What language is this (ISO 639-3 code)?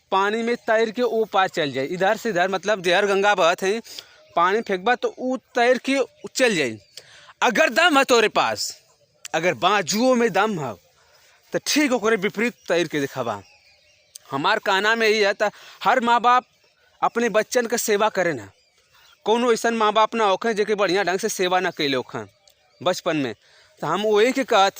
bho